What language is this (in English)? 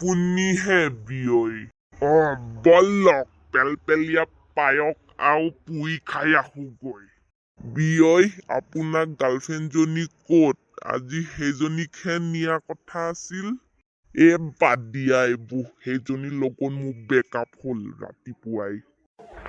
Assamese